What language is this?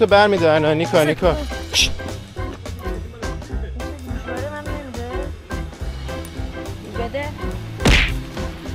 Persian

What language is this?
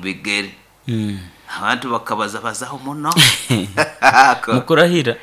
Nyoro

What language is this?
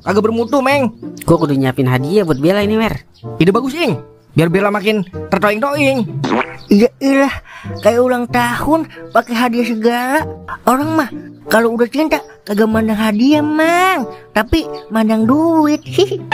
Betawi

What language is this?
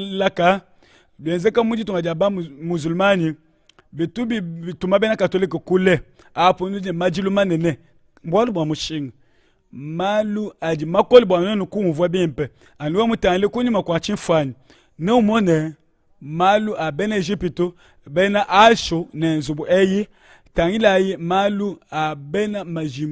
Luba-Lulua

